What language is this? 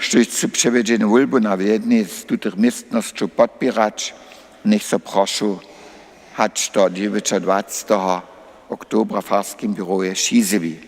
Upper Sorbian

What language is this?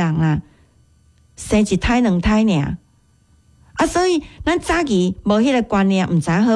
Min Nan Chinese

